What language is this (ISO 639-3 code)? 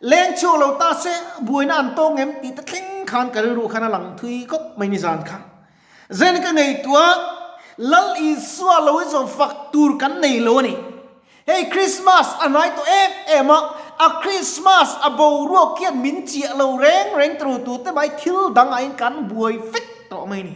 lus